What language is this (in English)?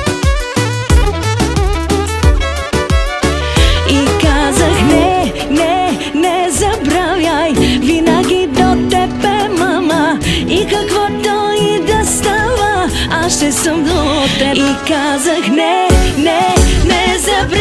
Bulgarian